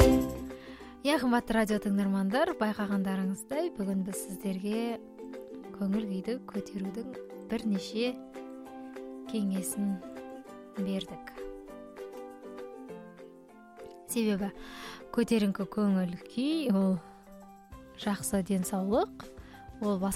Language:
Kazakh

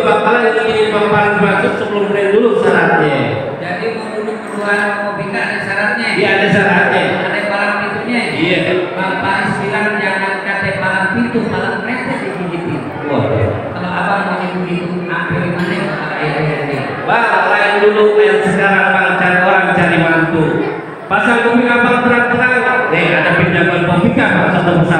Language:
Betawi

